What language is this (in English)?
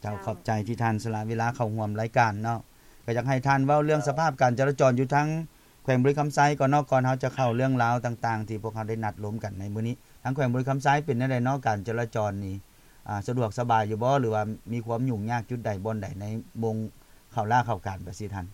Lao